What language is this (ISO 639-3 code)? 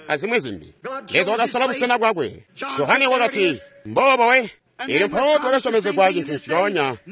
toi